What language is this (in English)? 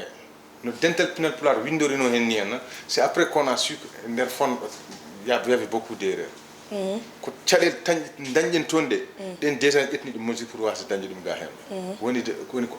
Fula